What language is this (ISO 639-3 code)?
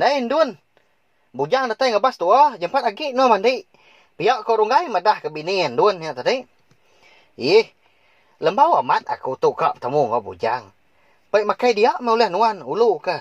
iba